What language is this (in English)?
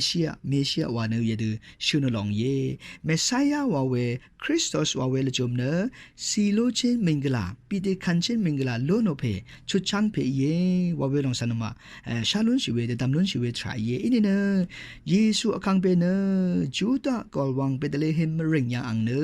Rawang